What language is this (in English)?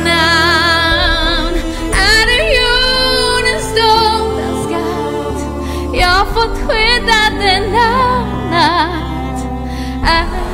Swedish